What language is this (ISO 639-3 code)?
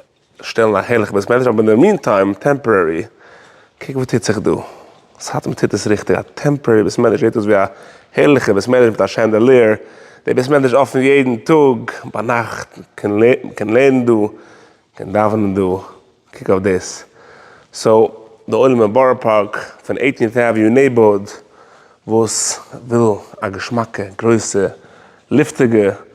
yid